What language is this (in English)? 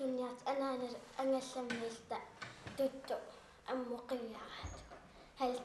Kalaallisut